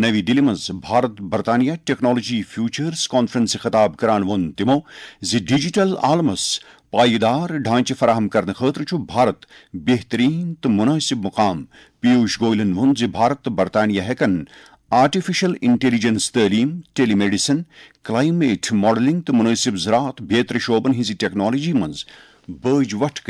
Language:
Kashmiri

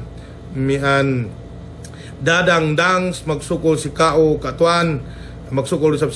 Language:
Yakan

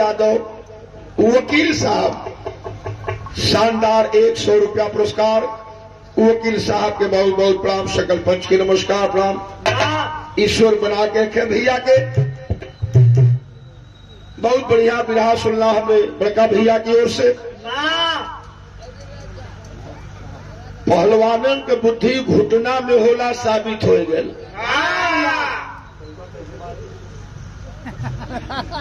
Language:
Bhojpuri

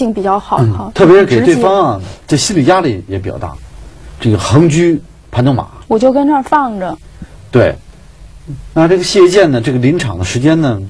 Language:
Chinese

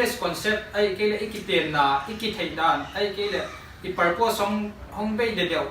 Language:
Paite Chin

